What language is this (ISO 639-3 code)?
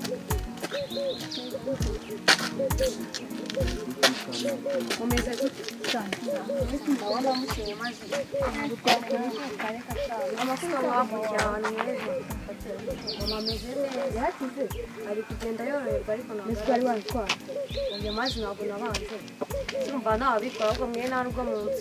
kin